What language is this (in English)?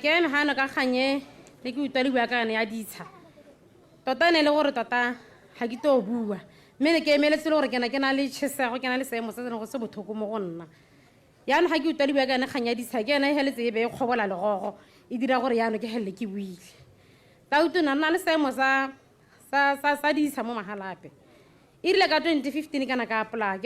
Tswana